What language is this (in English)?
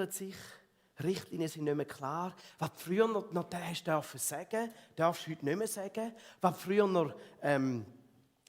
Swiss German